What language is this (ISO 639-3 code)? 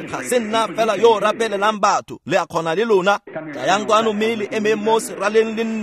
tsn